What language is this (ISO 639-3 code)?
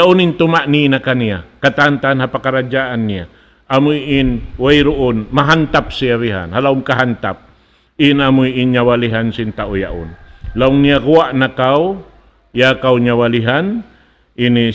tsg